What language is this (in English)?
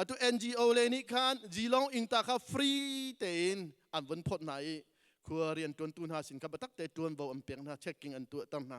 Hakha Chin